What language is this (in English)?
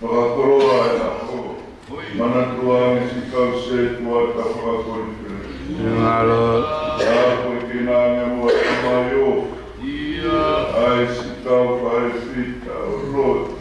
Tongan